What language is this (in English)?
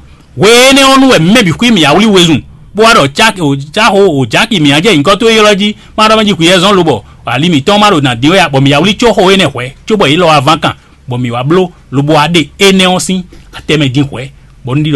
Fon